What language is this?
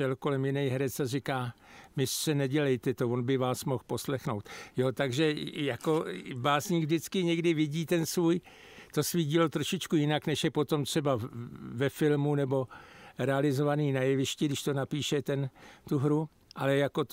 Czech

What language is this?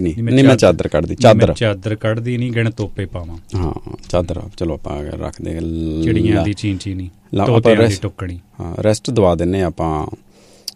Punjabi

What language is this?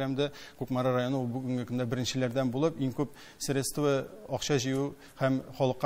Tatar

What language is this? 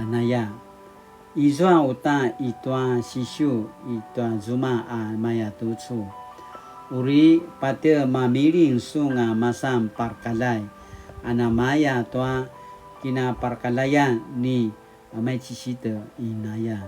Paiwan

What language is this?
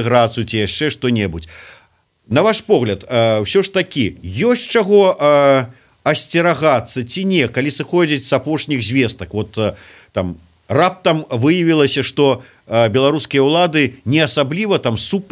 Belarusian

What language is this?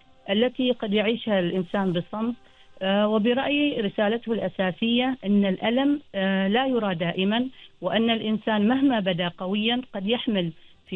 Arabic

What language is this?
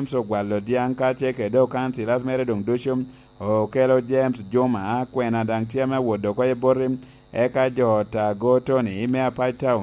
Lango (Uganda)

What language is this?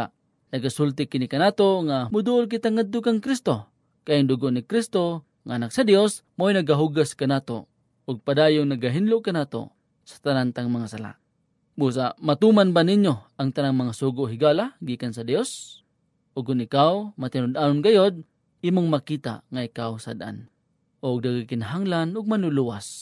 Cebuano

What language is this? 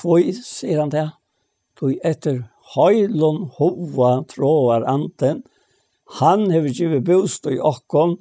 Faroese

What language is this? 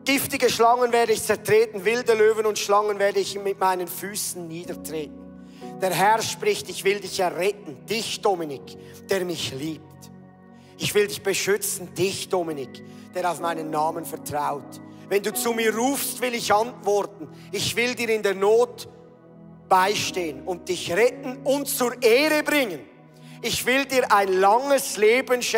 Swiss German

